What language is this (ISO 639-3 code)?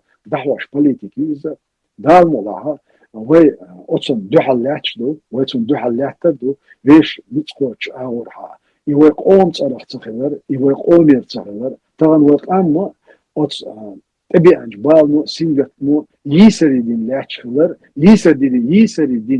che